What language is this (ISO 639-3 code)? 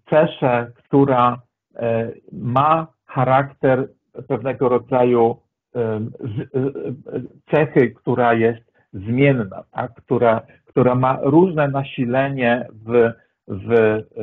pol